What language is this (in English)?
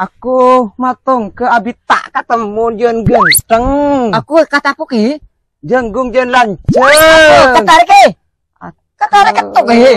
Madurese